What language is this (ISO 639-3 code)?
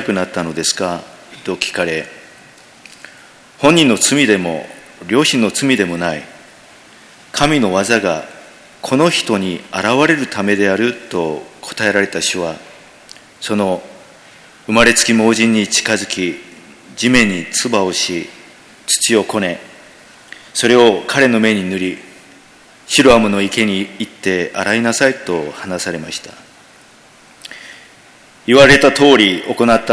jpn